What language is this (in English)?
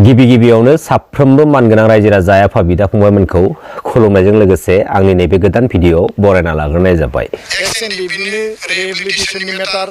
Bodo